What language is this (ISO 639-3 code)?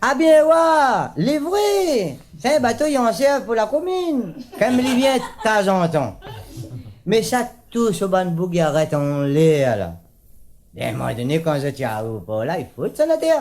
rcf